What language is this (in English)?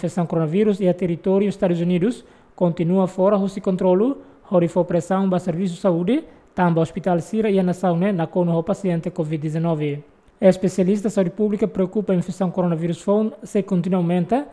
Tetum